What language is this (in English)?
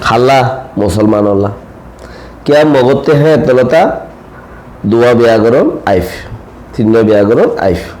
Rohingya